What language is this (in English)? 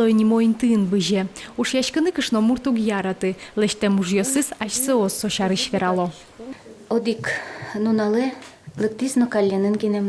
Udmurt